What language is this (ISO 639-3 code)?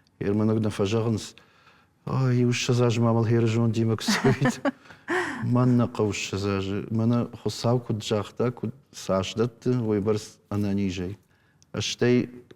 oss